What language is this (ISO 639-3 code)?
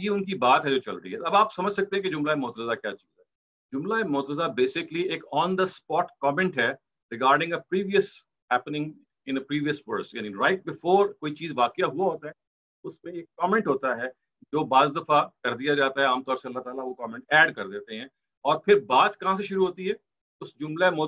urd